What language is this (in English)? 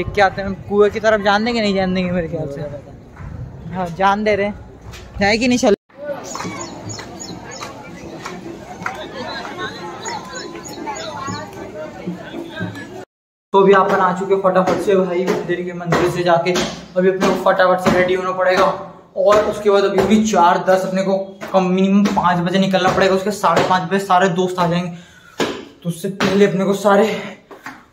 Hindi